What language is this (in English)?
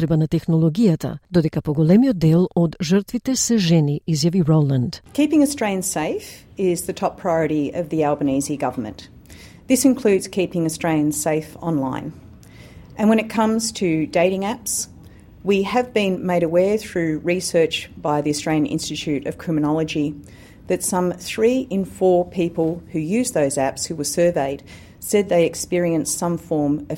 Macedonian